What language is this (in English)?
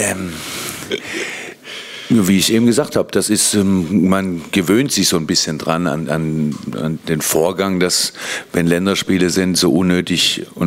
German